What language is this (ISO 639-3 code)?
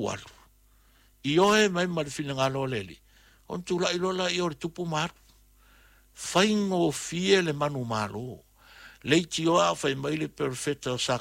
smo